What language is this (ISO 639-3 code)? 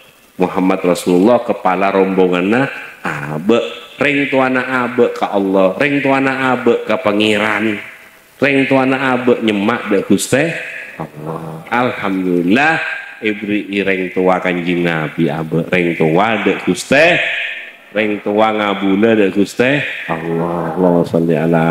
mad